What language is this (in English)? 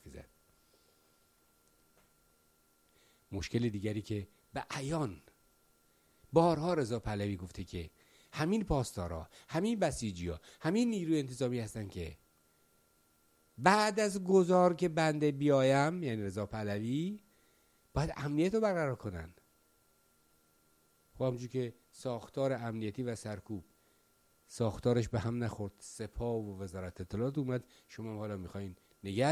Persian